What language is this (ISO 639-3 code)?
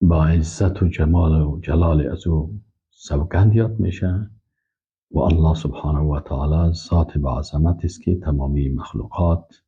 fas